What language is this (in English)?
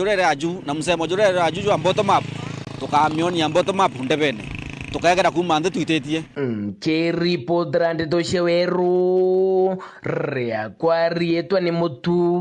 Meru